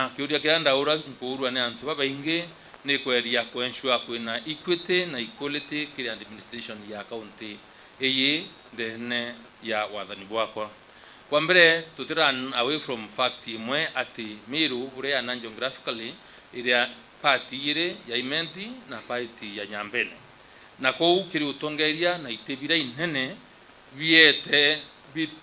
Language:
Meru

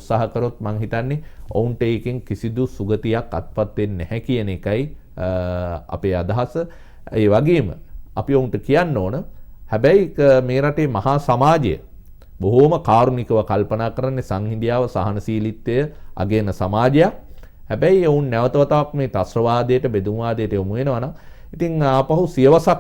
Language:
Sinhala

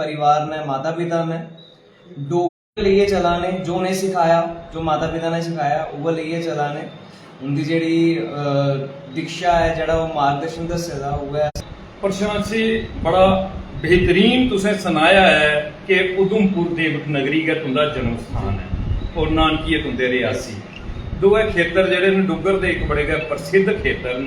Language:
Dogri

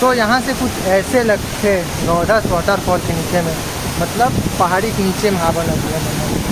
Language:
Chhattisgarhi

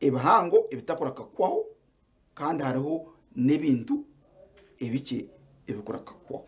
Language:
Nyankole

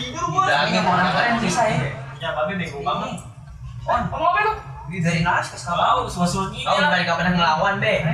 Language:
Betawi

